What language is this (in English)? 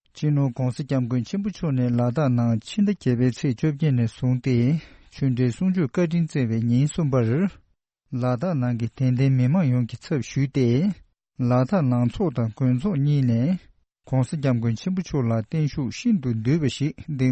Tibetan